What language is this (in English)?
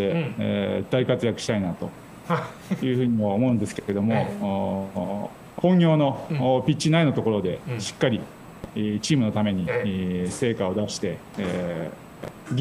Japanese